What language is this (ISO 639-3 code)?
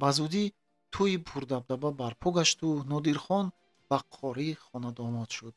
tgk